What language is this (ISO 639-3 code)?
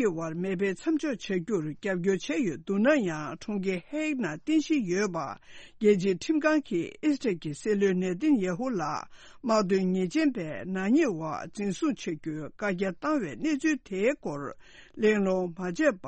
bod